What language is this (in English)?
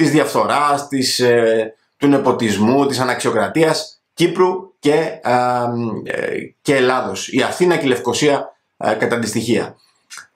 Greek